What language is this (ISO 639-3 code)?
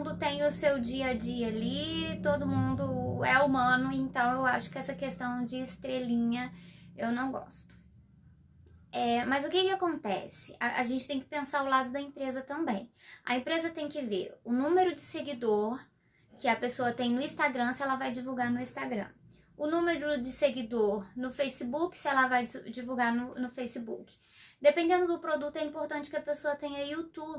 por